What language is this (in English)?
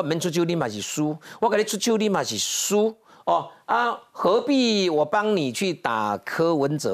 Chinese